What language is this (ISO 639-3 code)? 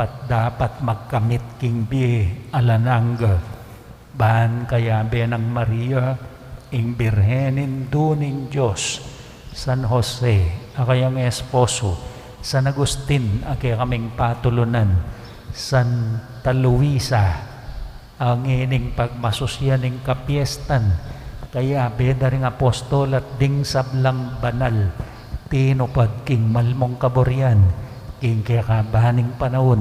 pam